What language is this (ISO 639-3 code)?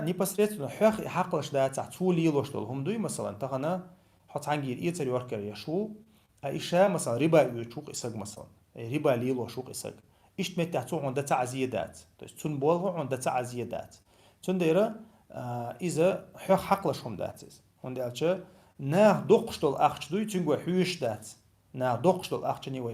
che